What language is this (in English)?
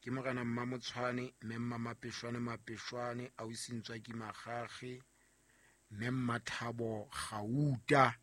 Southern Sotho